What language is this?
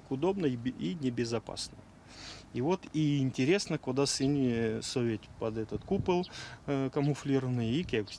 Erzya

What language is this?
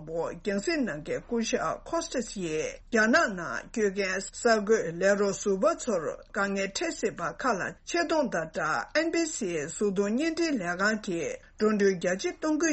Tibetan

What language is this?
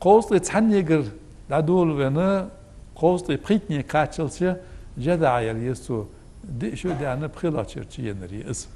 Ingush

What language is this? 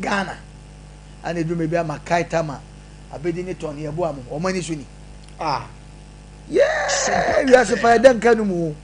Akan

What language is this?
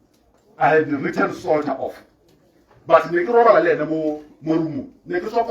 Tswana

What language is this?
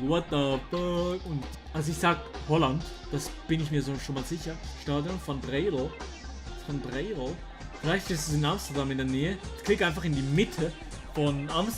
Swiss German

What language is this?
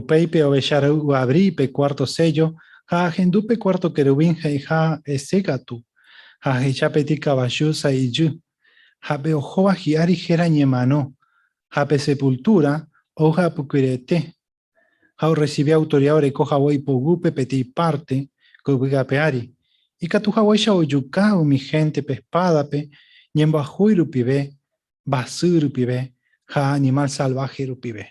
Guarani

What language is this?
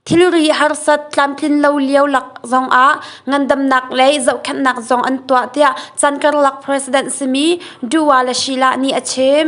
Hakha Chin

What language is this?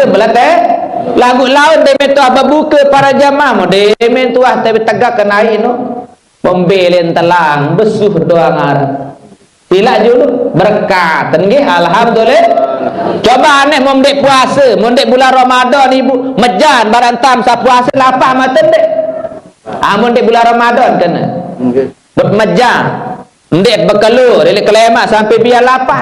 Sasak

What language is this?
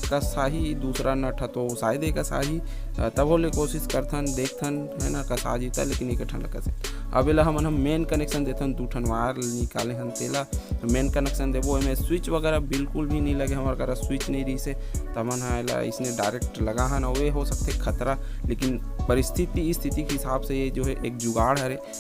Chhattisgarhi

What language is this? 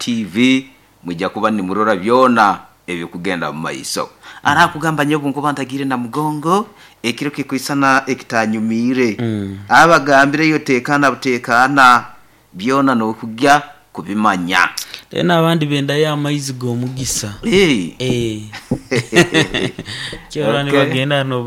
Nyoro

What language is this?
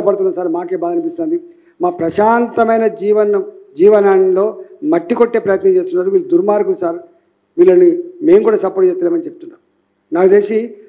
Telugu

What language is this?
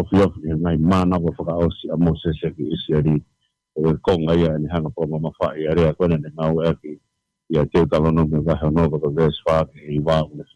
Tongan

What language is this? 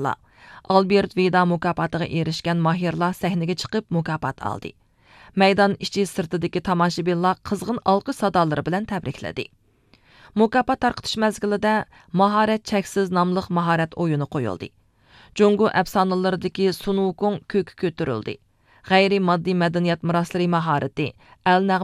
Uyghur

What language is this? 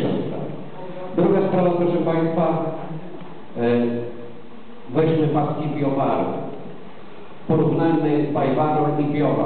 Polish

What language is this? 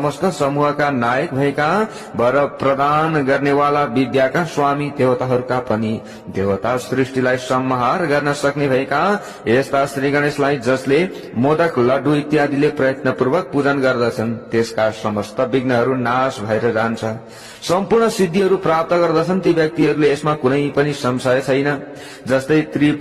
Nepali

